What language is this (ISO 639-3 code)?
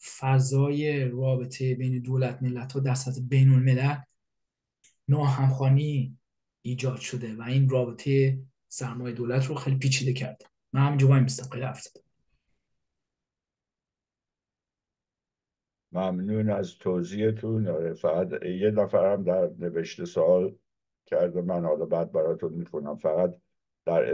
fas